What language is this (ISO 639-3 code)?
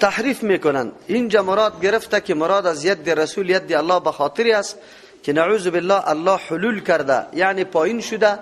fas